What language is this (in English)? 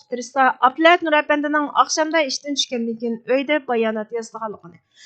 Uyghur